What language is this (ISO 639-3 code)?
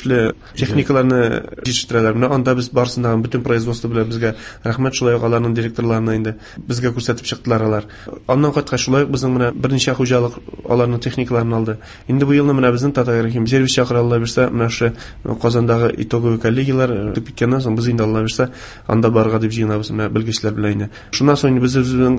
tat